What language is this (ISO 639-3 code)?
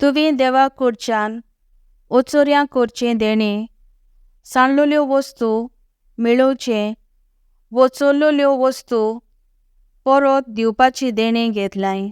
kok